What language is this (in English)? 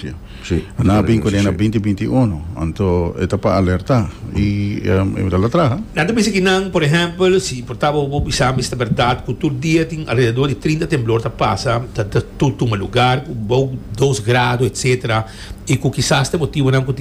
Papiamento